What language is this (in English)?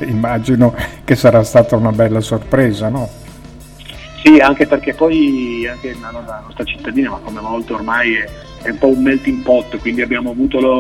Italian